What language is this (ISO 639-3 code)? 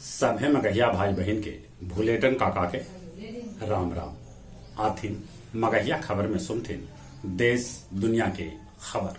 mag